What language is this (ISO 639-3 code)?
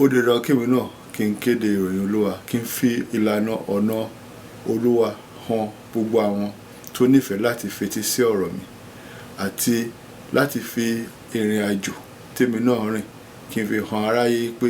yor